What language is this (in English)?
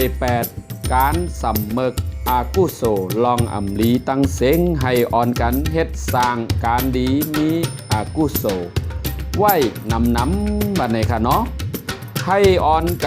Shan